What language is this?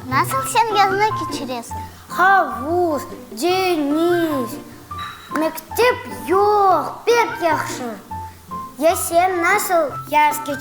Crimean Tatar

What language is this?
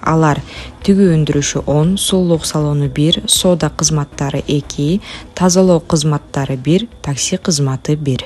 Kyrgyz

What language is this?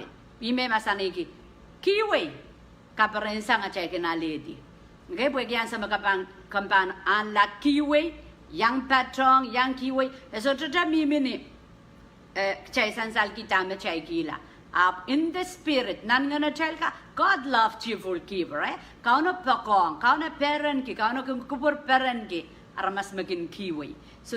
Pohnpeian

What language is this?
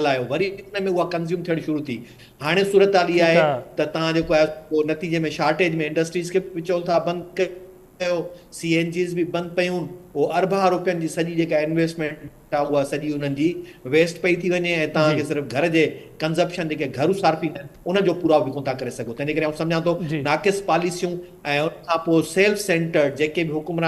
Sindhi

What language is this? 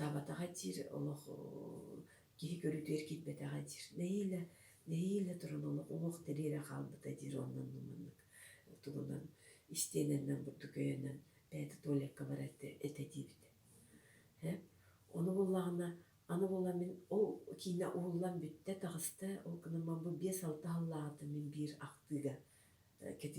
Yakut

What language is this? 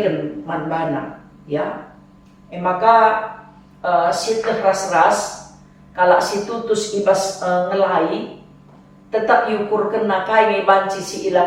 Batak Karo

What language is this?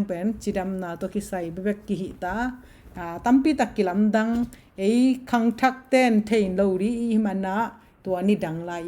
Tedim Chin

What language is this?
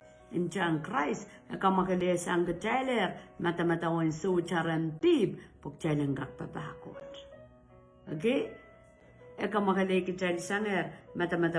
Pohnpeian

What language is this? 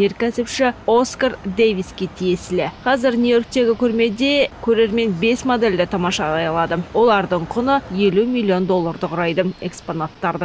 Kazakh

